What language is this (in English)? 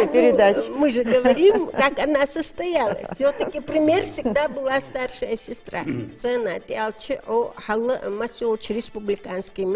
Ingush